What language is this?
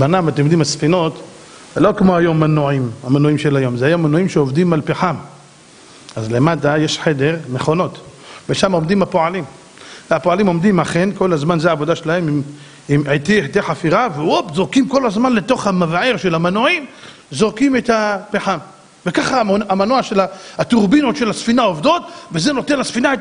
Hebrew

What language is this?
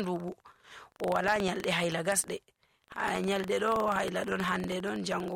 Nigerian Fulfulde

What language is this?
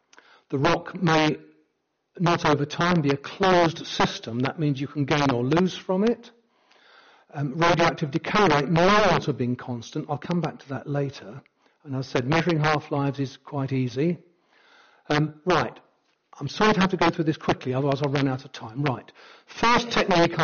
English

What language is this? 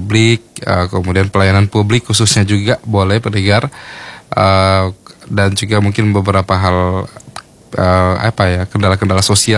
Indonesian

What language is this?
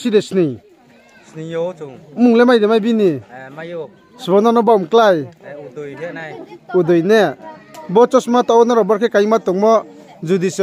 Riang (India)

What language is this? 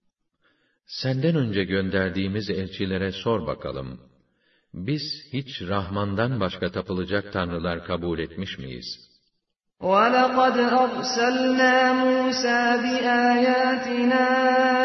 Turkish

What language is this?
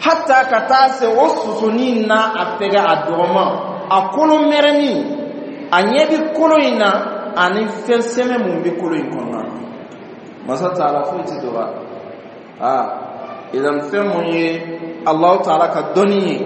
Bambara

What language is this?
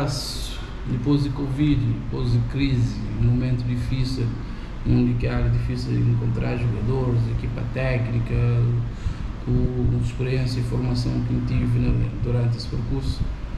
Portuguese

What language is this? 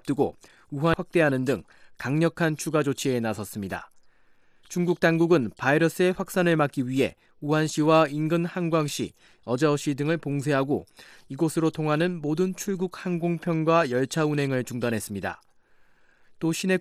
Korean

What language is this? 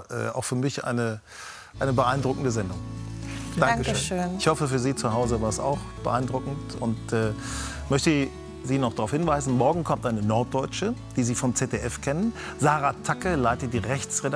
German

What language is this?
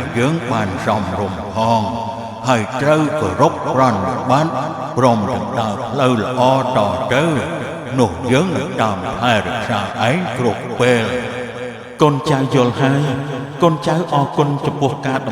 Khmer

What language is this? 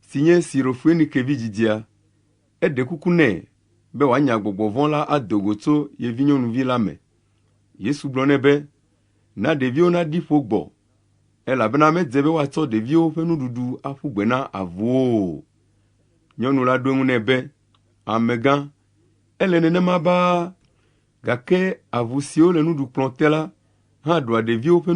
Ewe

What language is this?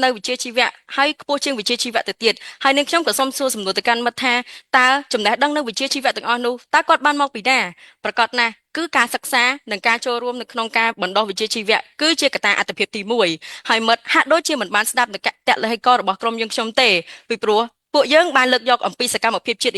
Khmer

